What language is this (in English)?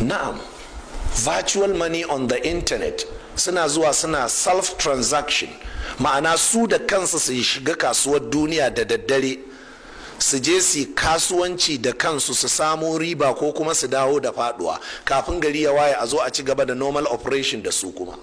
Hausa